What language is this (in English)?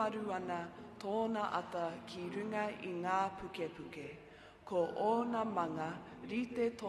Māori